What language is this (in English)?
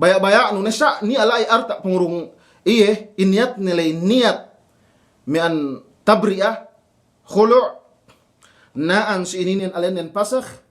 Yakan